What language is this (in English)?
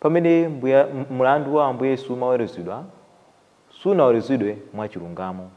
Nyanja